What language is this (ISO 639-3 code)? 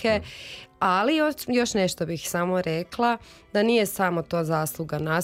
hrv